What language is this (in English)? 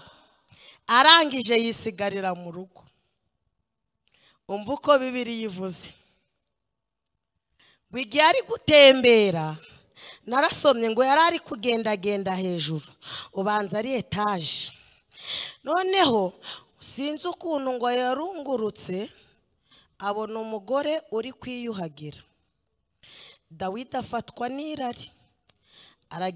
Kinyarwanda